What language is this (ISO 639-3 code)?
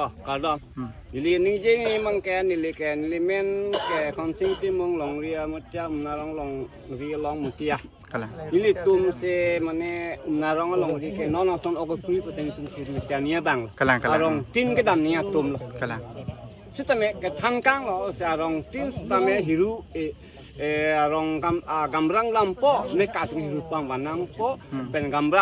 mjw